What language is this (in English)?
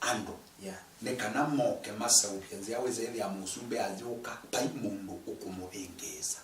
Kamba